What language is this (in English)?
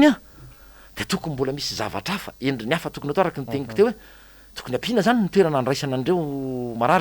Malagasy